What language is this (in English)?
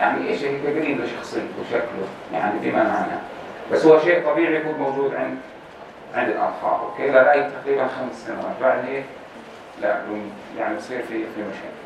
North Levantine Arabic